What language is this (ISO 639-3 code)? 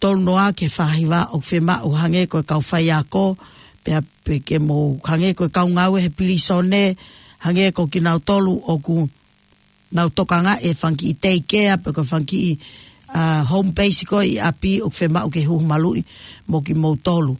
ton